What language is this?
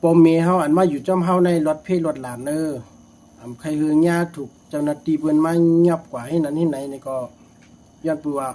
Shan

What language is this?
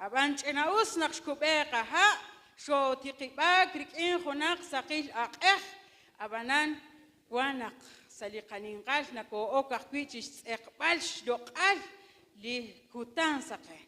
Kekchí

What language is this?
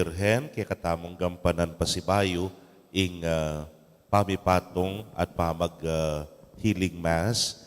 Pampanga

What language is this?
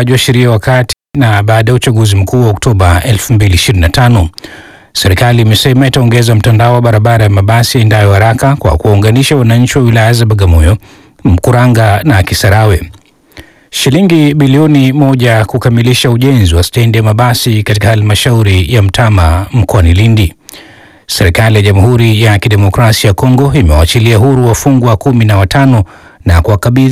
Swahili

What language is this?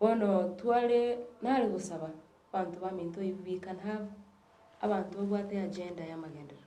Gusii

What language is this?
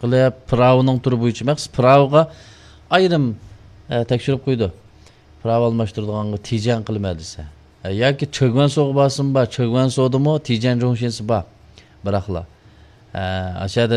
Uyghur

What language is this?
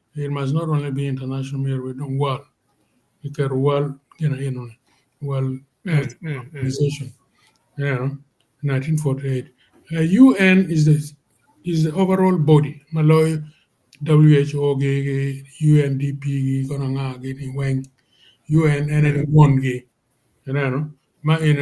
Acoli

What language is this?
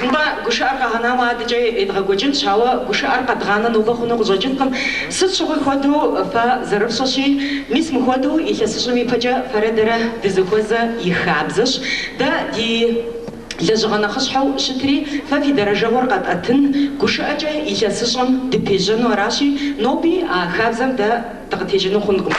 Kabardian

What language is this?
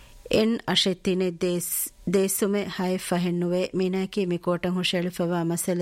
Divehi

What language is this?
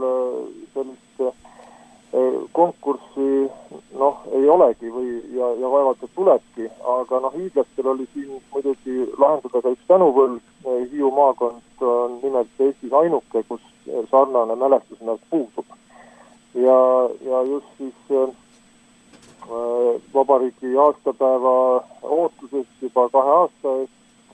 Estonian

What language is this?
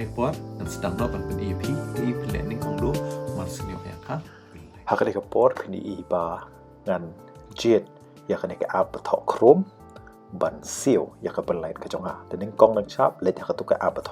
Khasi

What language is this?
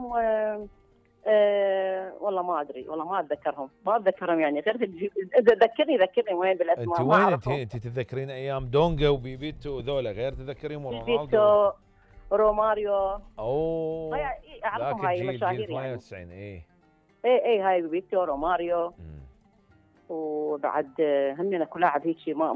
Mesopotamian Arabic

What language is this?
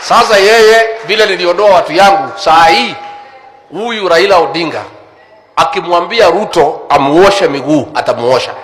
Swahili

